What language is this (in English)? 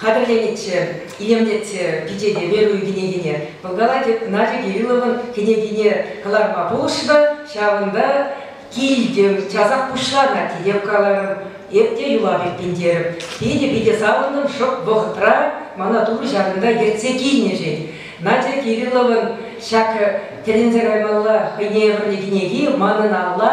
Chuvash